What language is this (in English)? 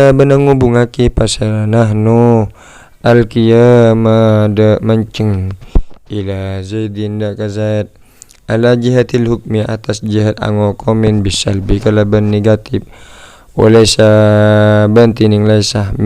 Madurese